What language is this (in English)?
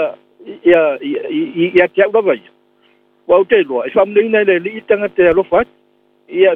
Samoan